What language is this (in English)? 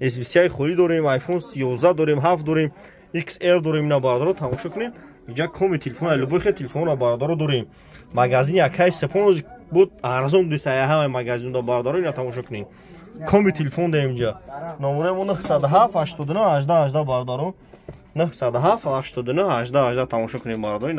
Tajik